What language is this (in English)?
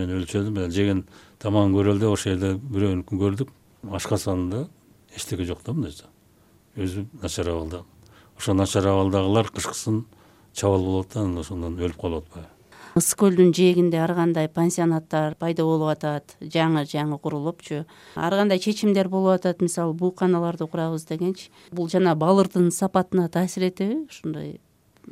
Kyrgyz